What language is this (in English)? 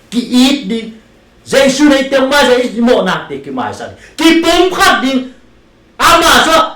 Tedim Chin